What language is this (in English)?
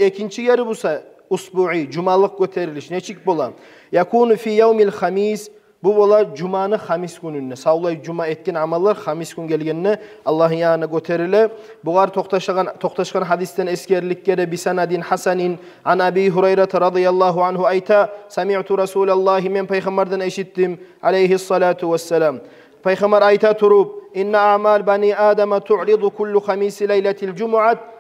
Kumyk